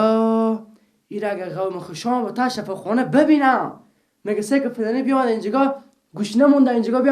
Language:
Persian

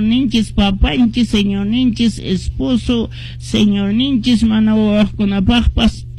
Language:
Quechua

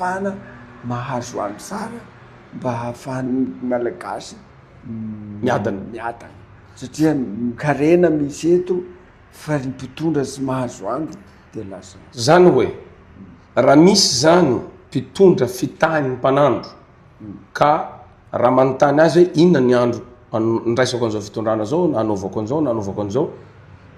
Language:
Malagasy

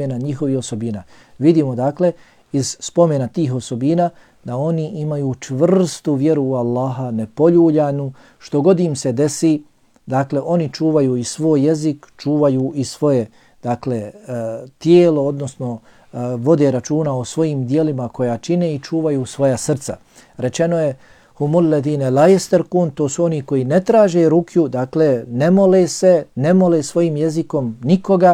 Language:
Bosnian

